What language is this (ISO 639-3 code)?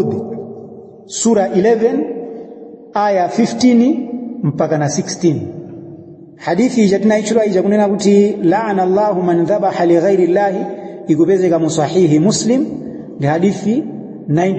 nya